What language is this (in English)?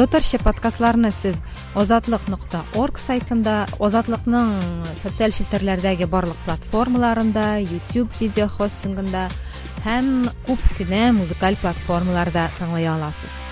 Tatar